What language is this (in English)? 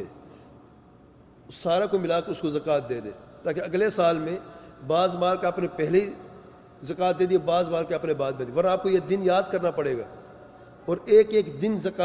Urdu